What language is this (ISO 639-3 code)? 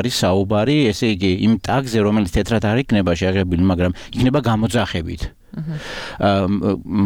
kat